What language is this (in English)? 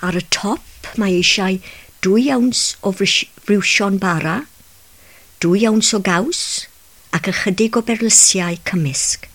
Welsh